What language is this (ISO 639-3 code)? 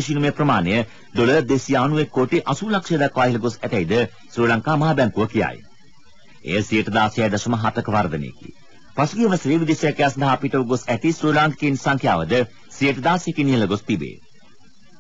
sin